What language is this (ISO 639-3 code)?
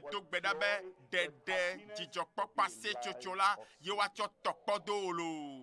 ewe